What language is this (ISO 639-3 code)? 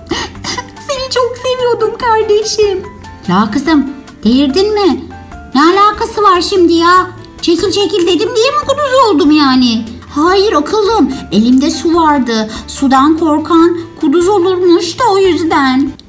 tur